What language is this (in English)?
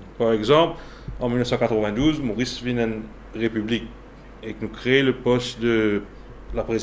Morisyen